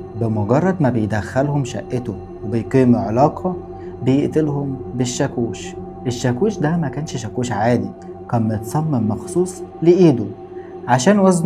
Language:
Egyptian Arabic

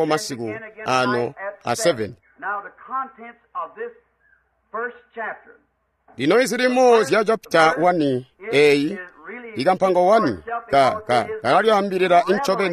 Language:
Tonga (Zambia)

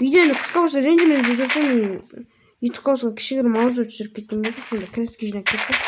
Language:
Kazakh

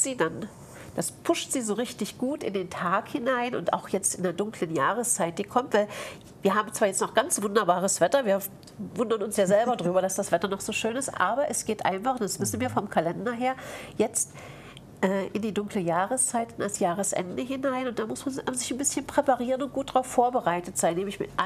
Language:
German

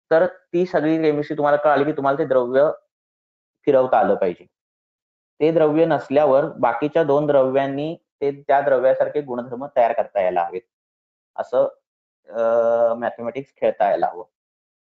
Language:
Marathi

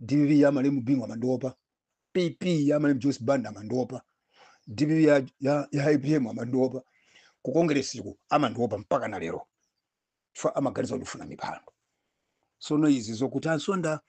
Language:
Nyanja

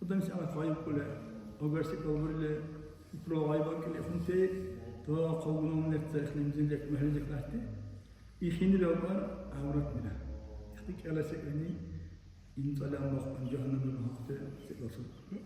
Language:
Dargwa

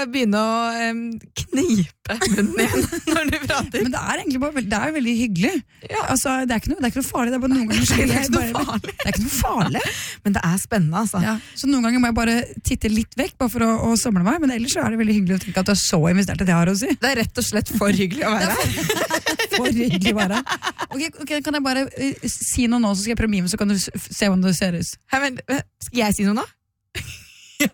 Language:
Norwegian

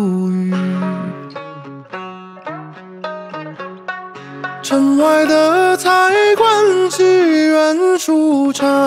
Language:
Chinese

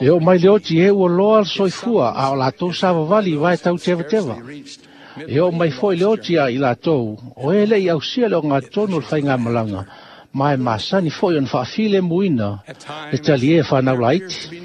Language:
Samoan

